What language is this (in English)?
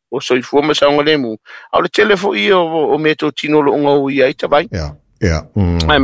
Samoan